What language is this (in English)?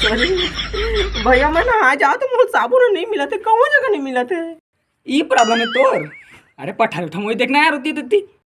Chhattisgarhi